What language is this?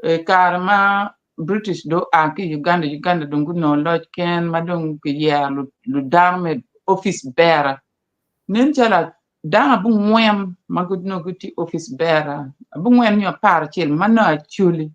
Acoli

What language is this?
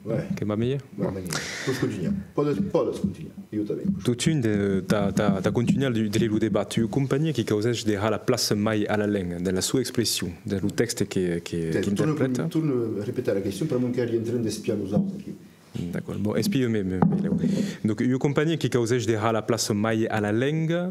Occitan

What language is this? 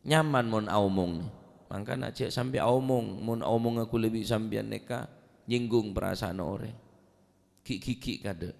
Madurese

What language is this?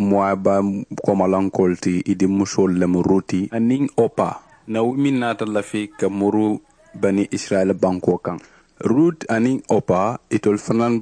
Mandingo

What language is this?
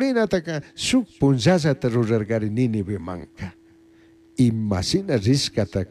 Chimborazo Highland Quichua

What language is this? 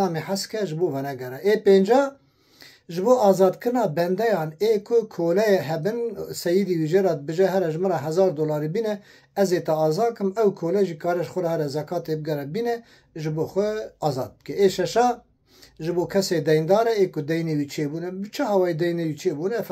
Kurdish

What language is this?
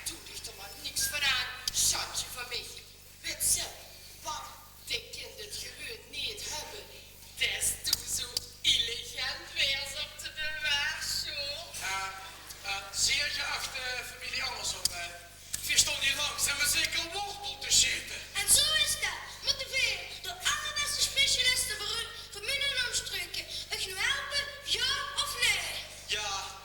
Limburgish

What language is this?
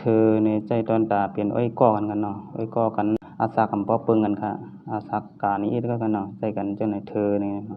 Shan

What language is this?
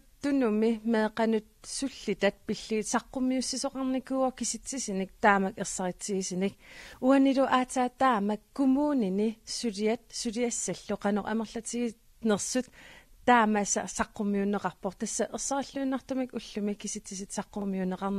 Kalaallisut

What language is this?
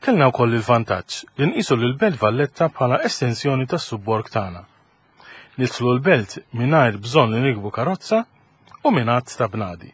Maltese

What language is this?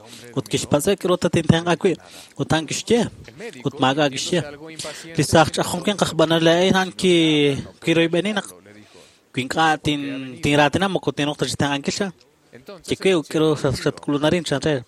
Kekchí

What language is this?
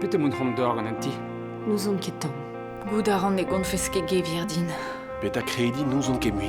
Breton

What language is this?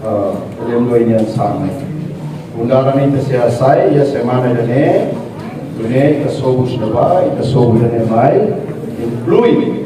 Tetum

